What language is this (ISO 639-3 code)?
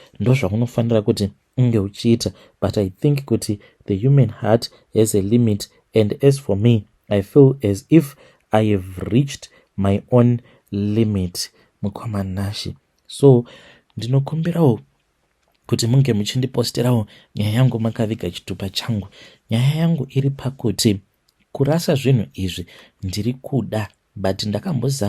sna